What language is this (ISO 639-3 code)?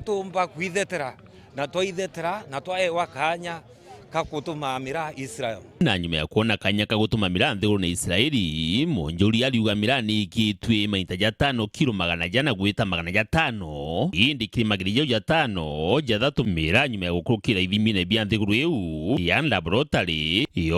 mer